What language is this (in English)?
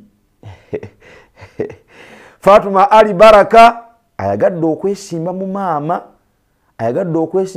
Ganda